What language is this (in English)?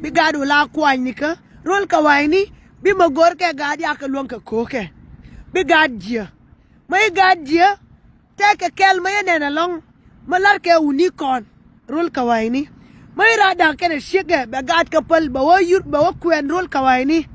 Nuer